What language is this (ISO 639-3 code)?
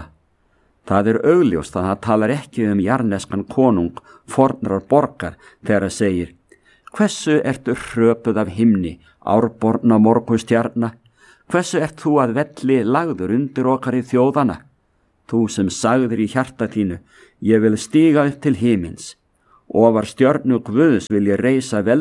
isl